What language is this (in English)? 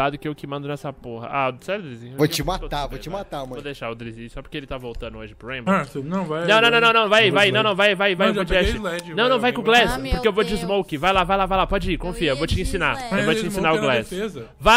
Portuguese